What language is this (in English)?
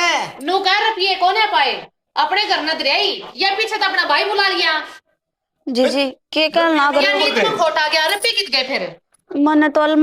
Haryanvi